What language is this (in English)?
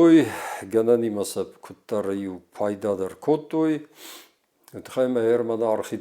Ossetic